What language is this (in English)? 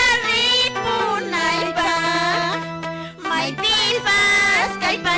Quechua